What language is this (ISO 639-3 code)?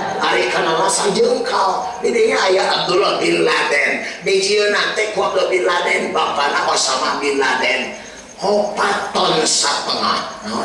sun